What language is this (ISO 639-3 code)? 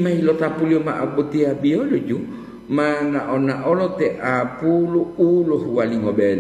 gor